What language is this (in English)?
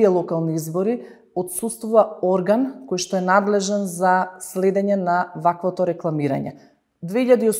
Macedonian